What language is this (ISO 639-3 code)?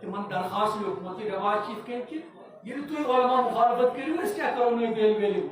kas